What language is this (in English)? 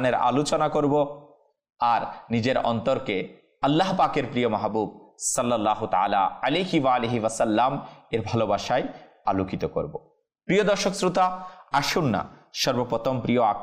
Bangla